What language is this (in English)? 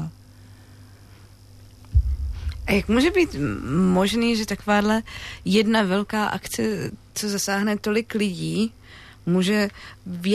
Czech